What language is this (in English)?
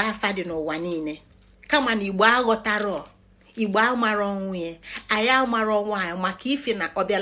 Igbo